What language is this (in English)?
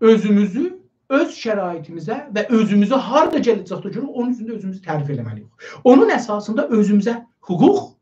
South Azerbaijani